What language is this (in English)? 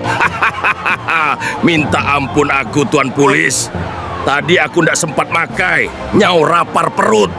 Iban